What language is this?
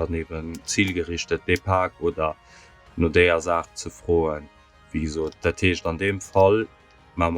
Luxembourgish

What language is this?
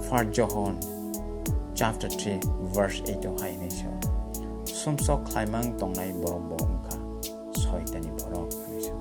Kok Borok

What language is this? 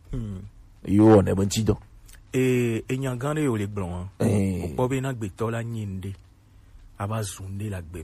Gen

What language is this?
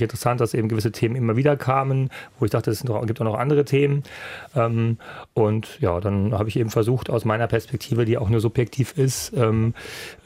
German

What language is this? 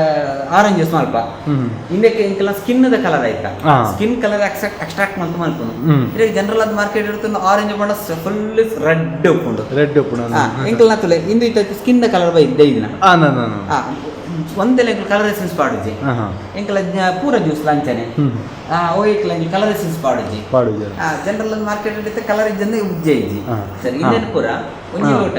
Tulu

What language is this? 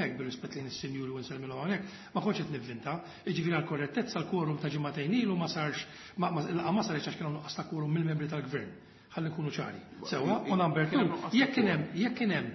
Maltese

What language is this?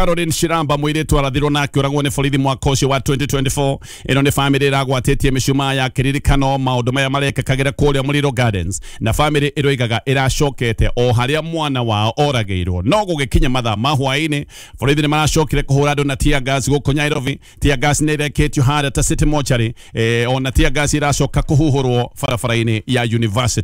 Kikuyu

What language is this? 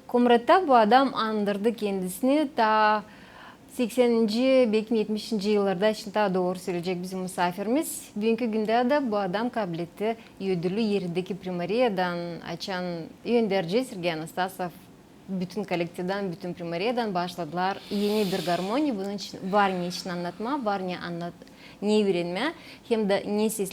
Gagauz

